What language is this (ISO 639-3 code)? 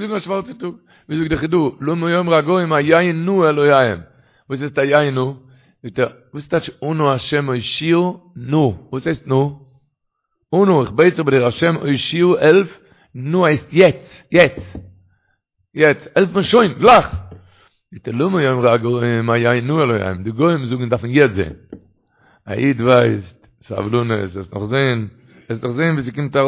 yid